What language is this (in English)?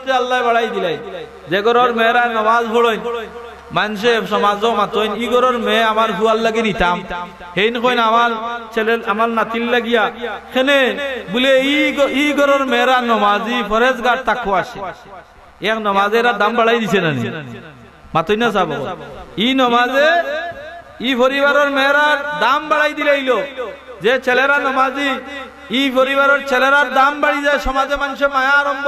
Sylheti